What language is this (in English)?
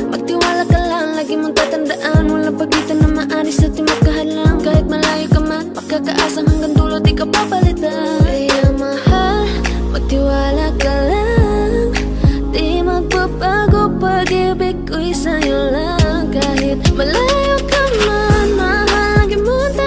Filipino